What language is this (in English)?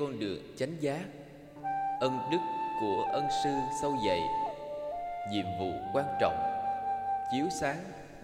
Vietnamese